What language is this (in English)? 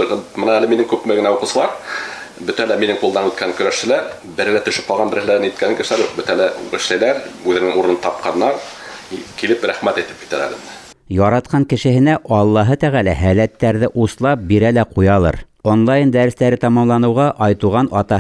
Bashkir